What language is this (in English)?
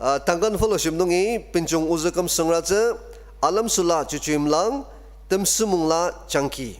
Ao Naga